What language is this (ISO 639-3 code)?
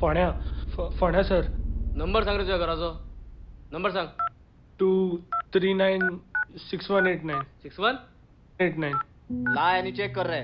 kok